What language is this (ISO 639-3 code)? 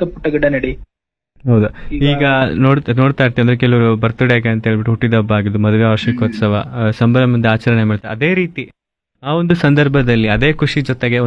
kan